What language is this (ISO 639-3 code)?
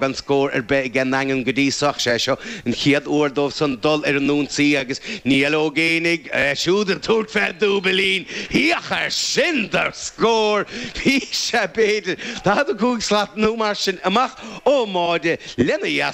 gle